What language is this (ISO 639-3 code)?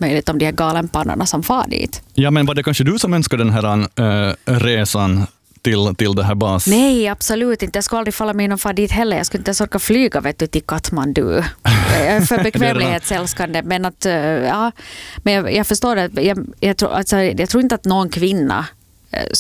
swe